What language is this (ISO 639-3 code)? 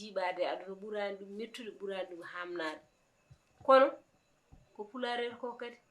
ful